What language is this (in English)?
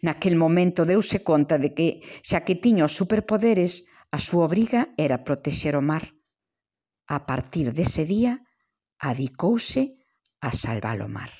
Galician